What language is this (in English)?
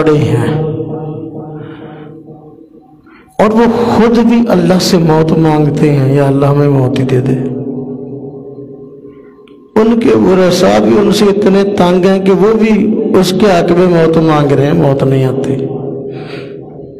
Urdu